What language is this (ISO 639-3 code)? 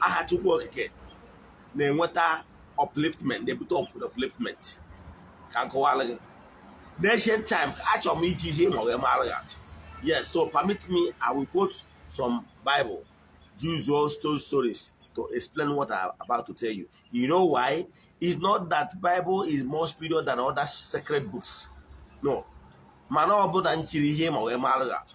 ibo